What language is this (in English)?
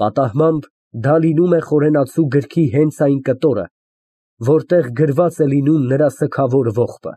Armenian